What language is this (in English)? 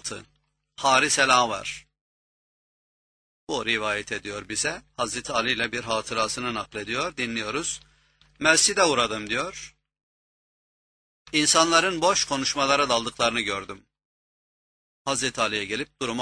Turkish